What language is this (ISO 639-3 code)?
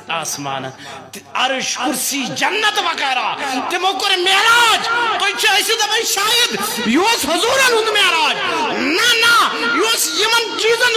kas